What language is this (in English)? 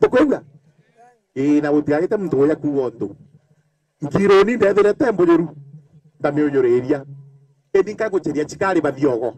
Meru